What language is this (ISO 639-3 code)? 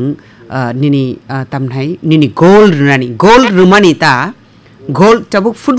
trp